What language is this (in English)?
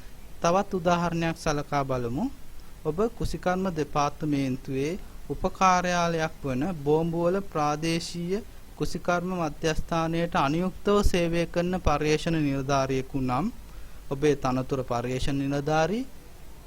Sinhala